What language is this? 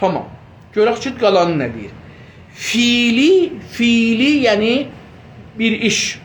South Azerbaijani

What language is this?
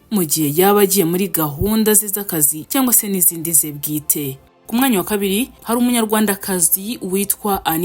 Kinyarwanda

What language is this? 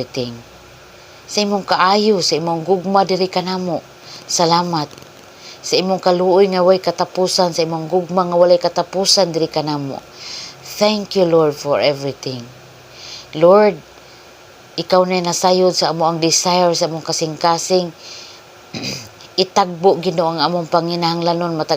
Cebuano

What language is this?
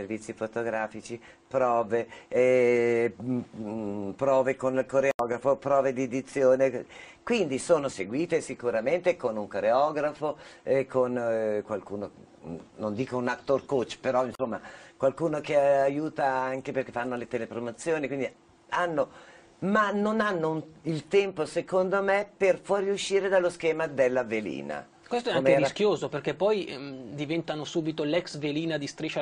Italian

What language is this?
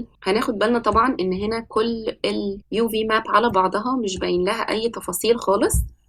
Egyptian Arabic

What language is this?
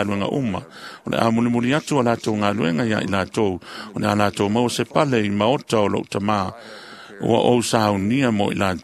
Samoan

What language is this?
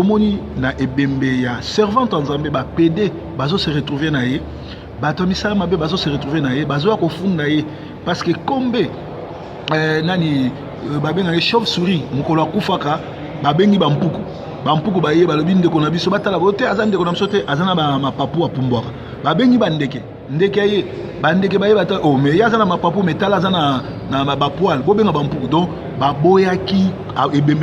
Lingala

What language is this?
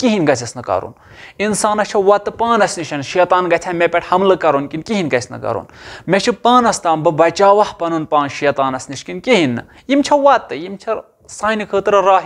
Kashmiri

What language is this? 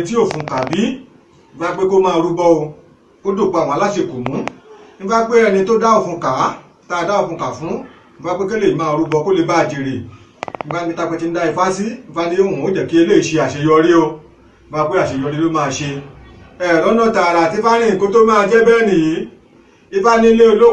Yoruba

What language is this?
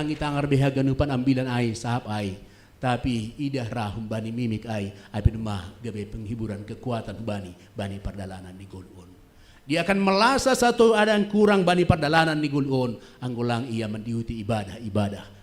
Batak Simalungun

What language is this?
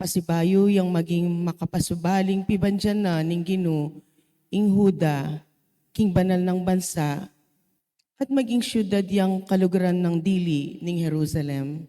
Pampanga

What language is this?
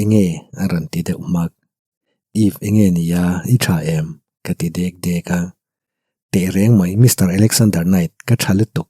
Mizo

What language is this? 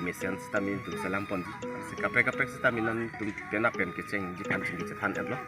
Karbi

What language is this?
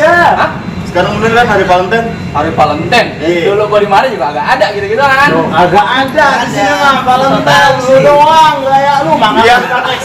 Betawi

